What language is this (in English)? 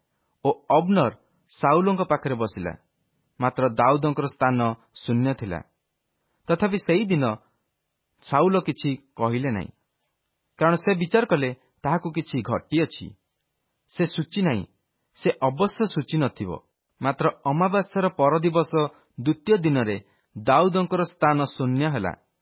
Odia